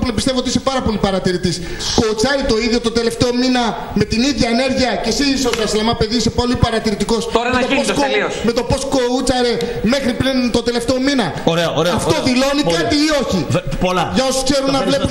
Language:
Greek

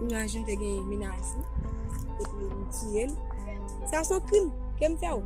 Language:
Haitian Creole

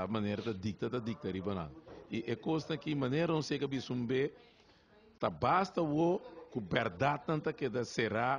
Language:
Papiamento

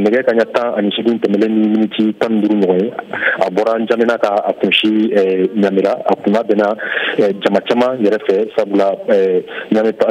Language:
Bambara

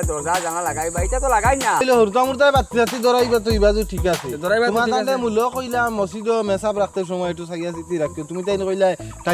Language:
Sylheti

